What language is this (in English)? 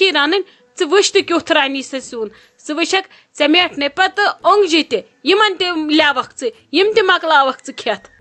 Kashmiri